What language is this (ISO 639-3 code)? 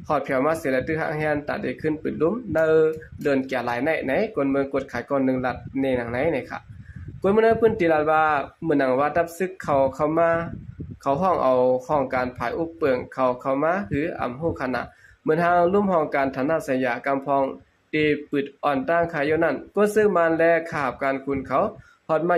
shn